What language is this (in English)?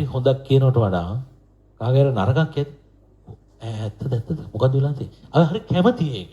Sinhala